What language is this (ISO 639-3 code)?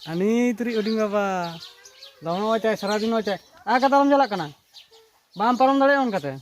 sat